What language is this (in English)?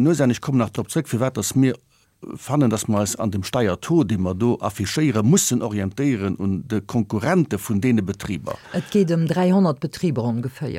Luxembourgish